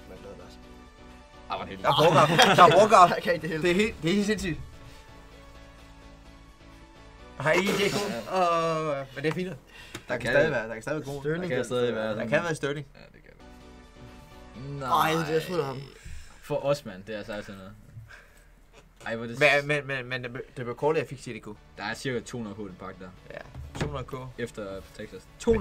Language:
Danish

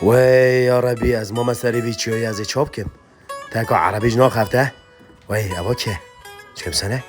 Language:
Kurdish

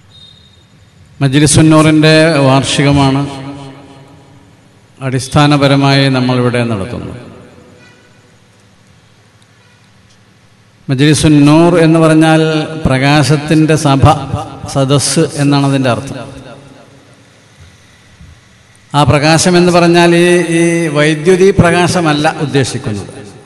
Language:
Malayalam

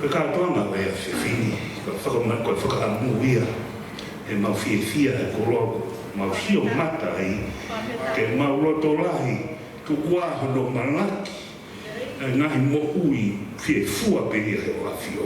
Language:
Tongan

